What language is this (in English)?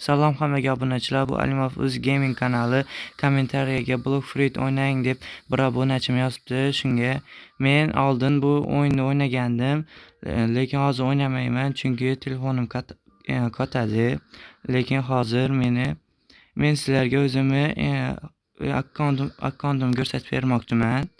Uzbek